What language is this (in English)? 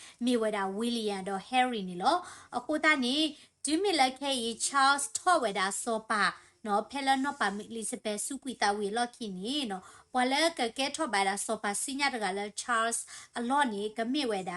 S'gaw Karen